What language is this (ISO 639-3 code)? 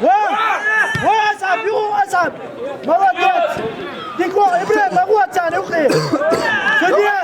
che